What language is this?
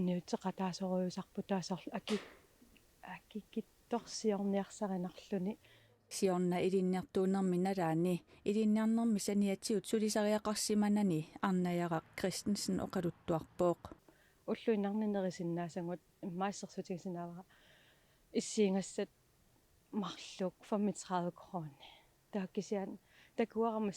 Kalaallisut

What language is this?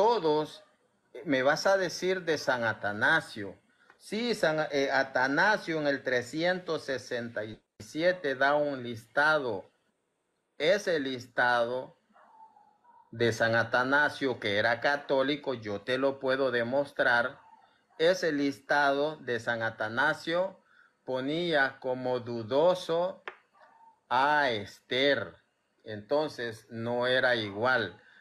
Spanish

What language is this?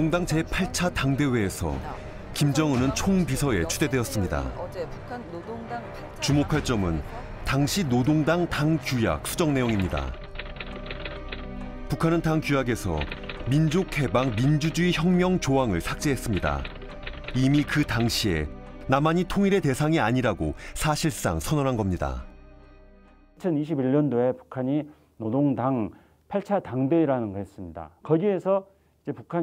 Korean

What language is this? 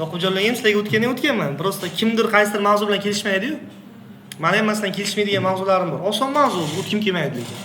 Uzbek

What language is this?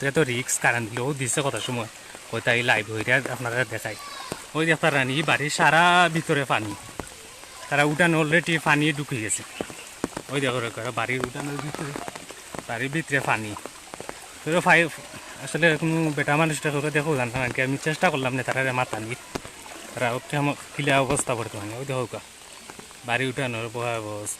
Sylheti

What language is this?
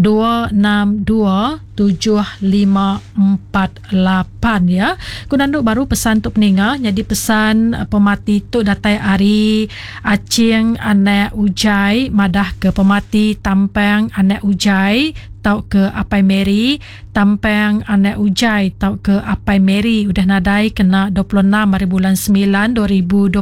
Iban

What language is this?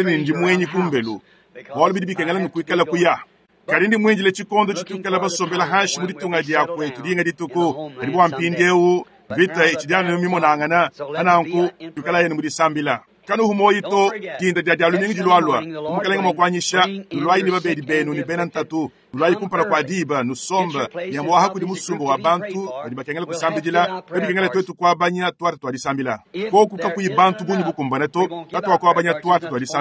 Luba-Lulua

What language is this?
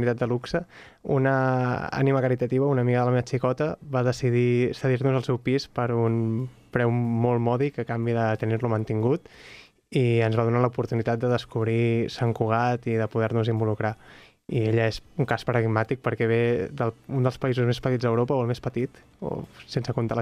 Catalan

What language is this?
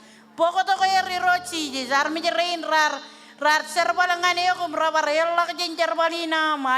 Marshallese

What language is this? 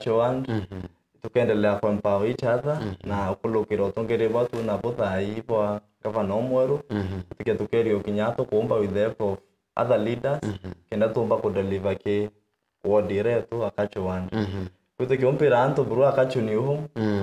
Meru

